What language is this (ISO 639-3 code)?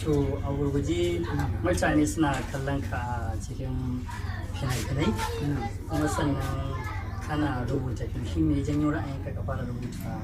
hau